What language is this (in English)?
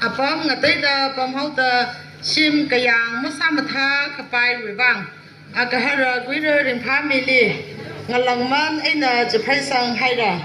Tangkhul Naga (India)